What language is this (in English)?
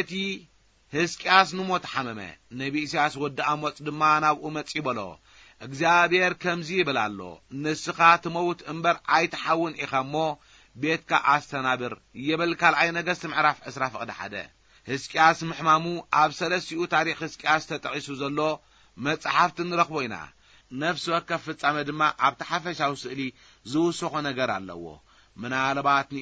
Tigrinya